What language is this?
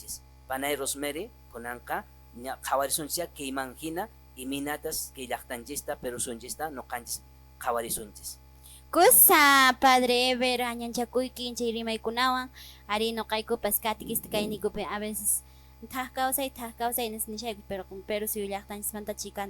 Quechua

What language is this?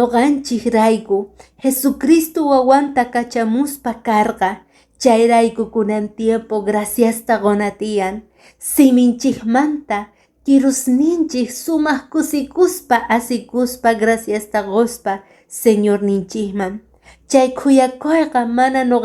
Quechua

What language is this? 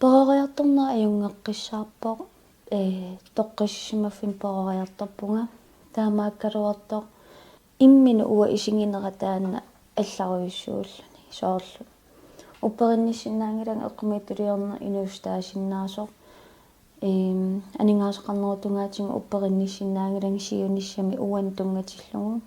Kalaallisut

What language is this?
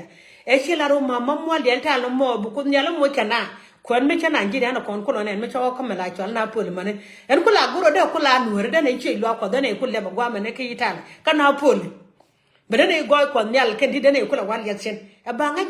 Nuer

